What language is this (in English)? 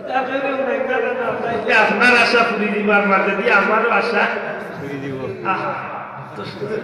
Sylheti